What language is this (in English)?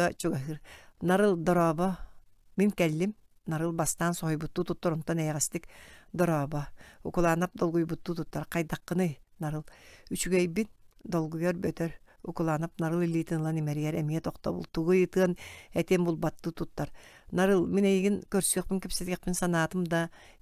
Yakut